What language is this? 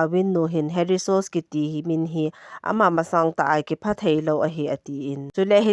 Thado Chin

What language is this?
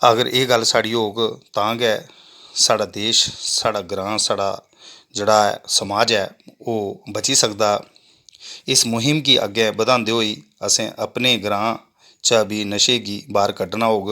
Dogri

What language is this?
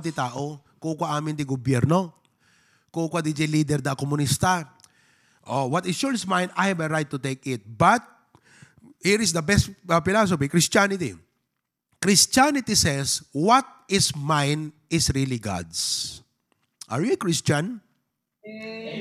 Iloko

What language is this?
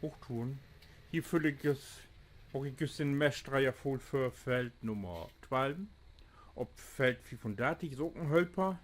Low German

